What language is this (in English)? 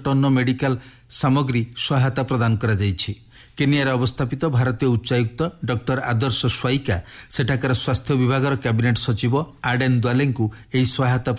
Odia